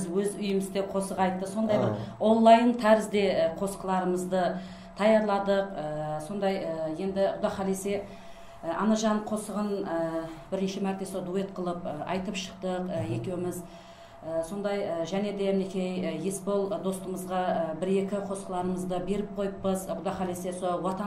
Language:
Kara-Kalpak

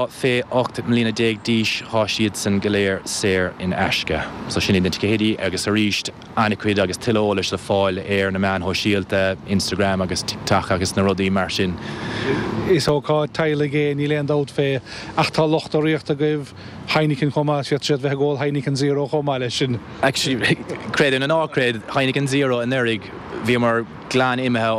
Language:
Irish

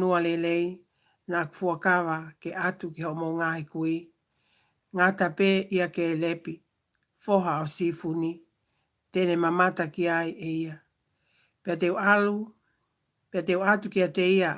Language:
Tongan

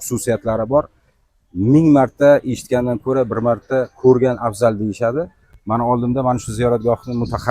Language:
Uzbek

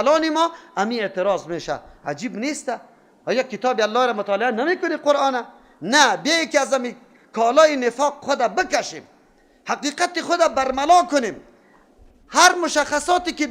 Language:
Persian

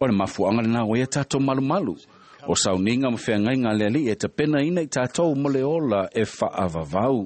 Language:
Samoan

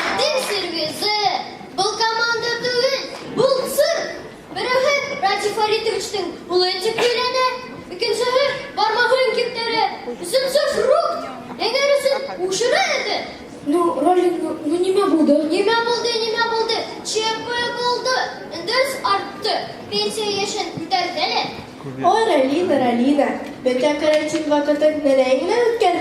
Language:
Bashkir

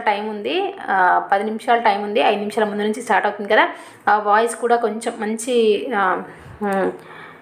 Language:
Telugu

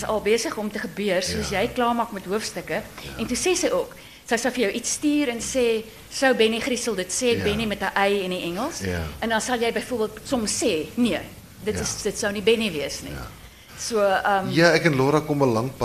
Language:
Afrikaans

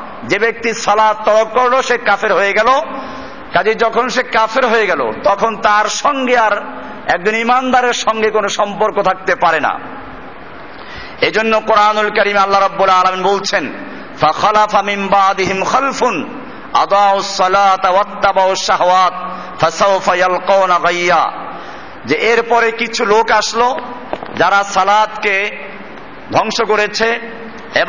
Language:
Bangla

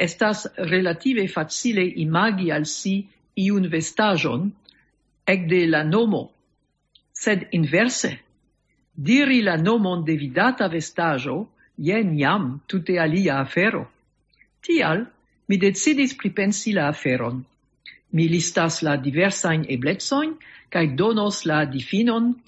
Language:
Esperanto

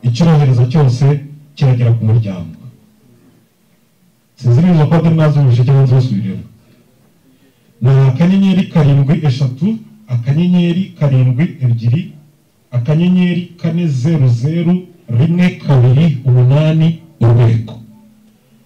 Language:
Kinyarwanda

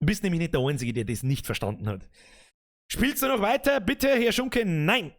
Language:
Bavarian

